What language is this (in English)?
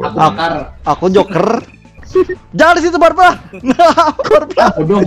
Banjar